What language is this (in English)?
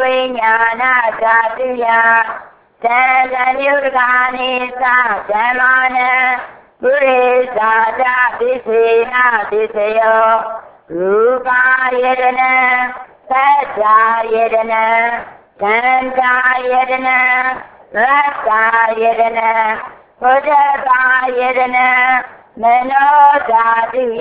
Burmese